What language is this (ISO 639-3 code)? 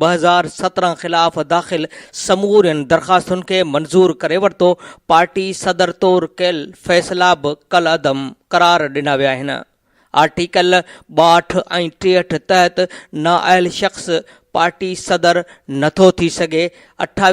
snd